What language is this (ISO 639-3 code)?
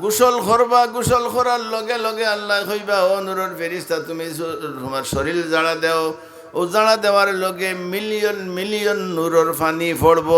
syl